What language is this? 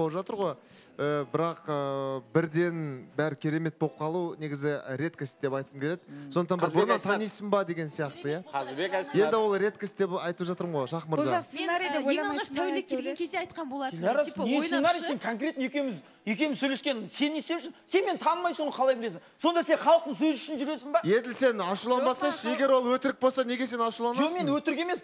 Kazakh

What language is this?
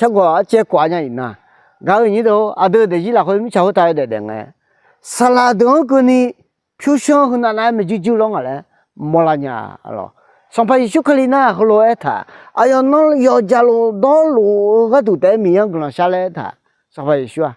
Akha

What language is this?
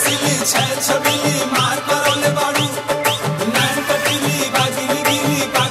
Bhojpuri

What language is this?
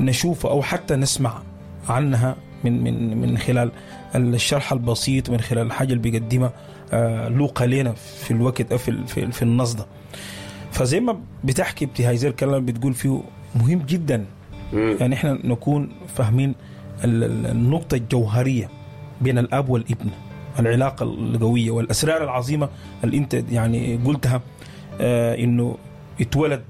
Sudanese Arabic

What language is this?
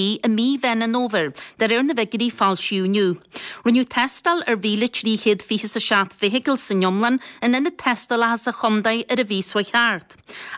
Irish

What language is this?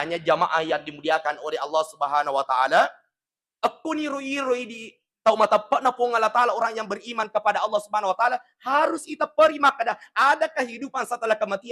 Buginese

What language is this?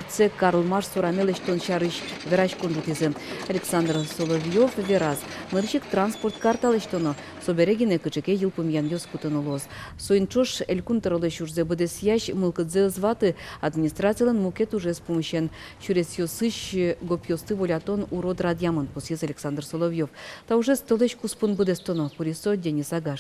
Udmurt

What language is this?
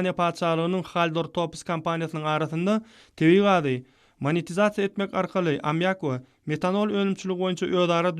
Turkmen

